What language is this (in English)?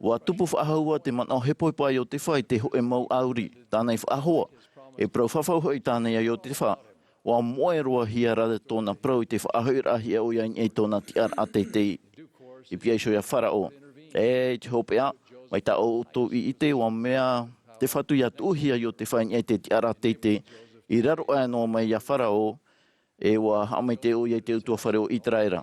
Tahitian